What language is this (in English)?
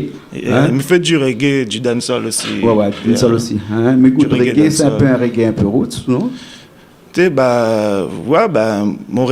Réunion Creole French